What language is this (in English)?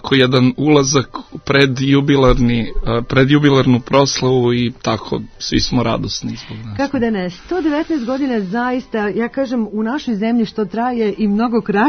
Serbian